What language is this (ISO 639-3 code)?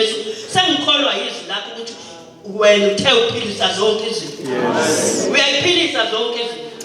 zul